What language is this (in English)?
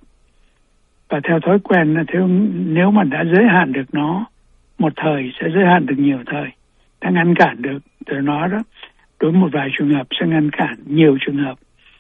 Vietnamese